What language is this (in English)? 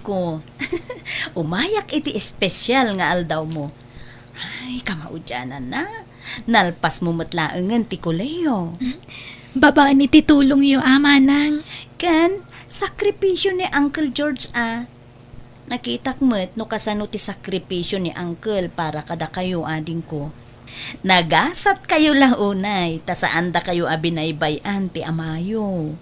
Iloko